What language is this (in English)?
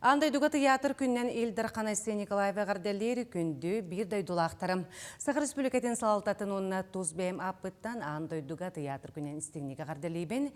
Yakut